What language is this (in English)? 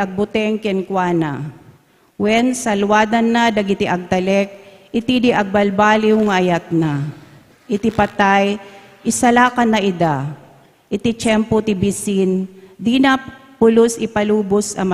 Iloko